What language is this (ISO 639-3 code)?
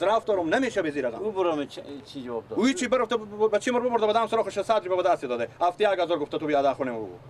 fas